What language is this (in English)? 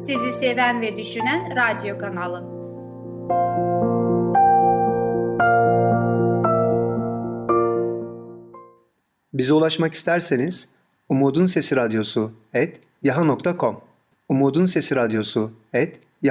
Turkish